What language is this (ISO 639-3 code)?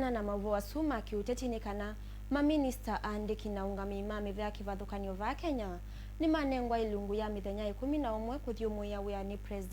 kam